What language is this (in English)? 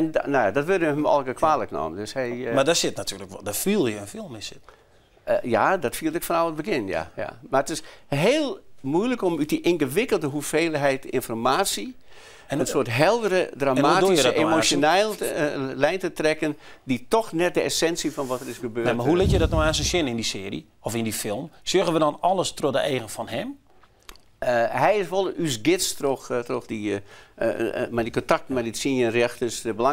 Western Frisian